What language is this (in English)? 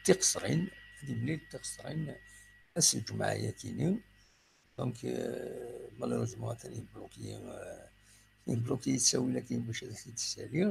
Kabyle